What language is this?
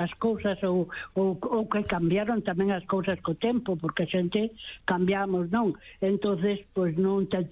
Galician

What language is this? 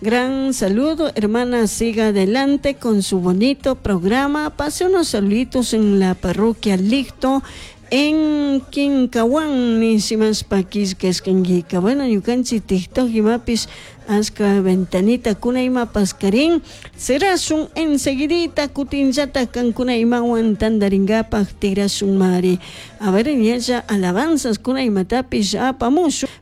Chimborazo Highland Quichua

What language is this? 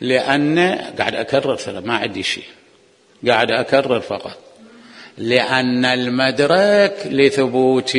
Mesopotamian Arabic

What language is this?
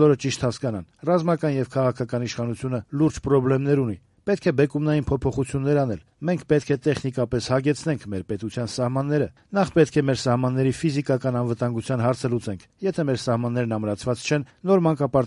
Armenian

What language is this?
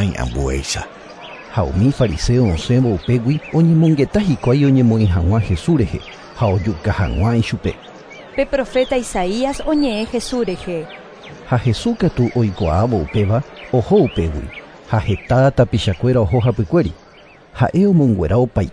Guarani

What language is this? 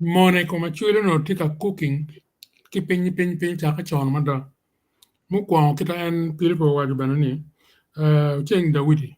Acoli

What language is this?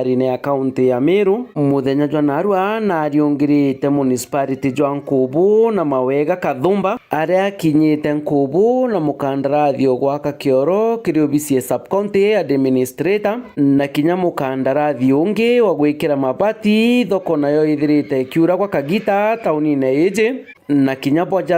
Meru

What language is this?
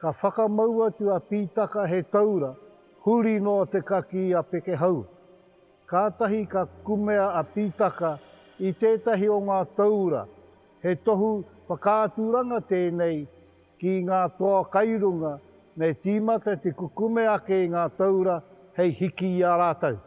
Māori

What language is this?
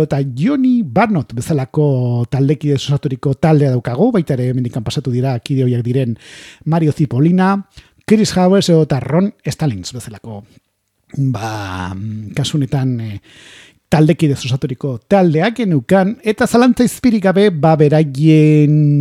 Basque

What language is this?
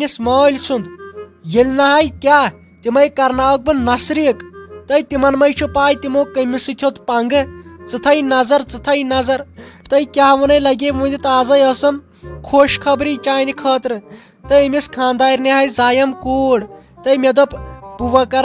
Kashmiri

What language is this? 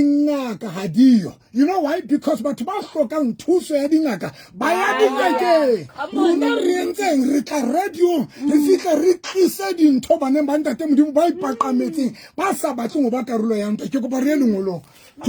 Southern Sotho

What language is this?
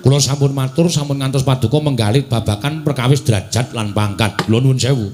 Javanese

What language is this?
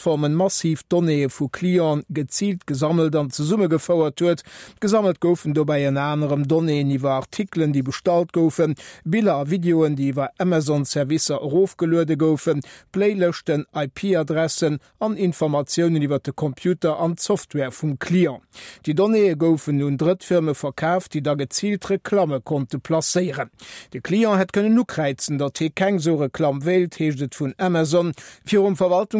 Luxembourgish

